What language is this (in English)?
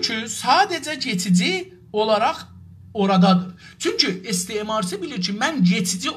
South Azerbaijani